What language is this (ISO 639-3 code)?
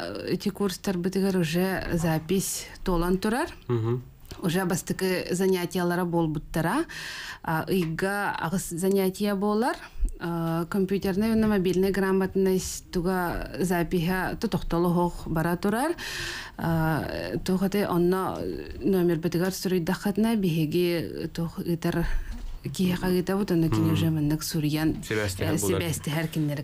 sah